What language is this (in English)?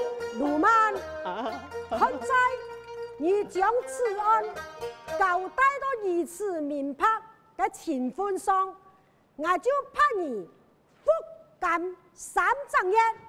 Hakka Chinese